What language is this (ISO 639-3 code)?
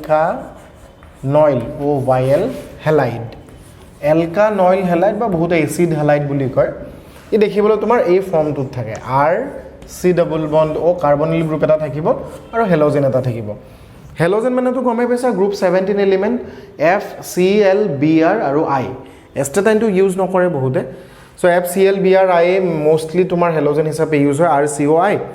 asm